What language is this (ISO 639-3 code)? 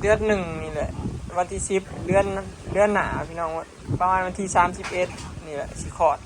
tts